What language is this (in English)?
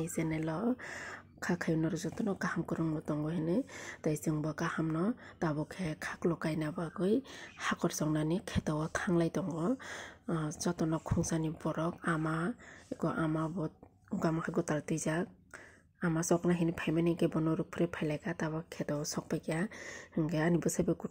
Kok Borok